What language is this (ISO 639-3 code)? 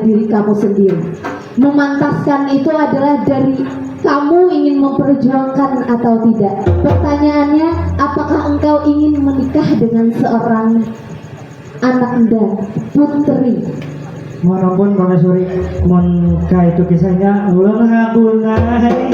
bjn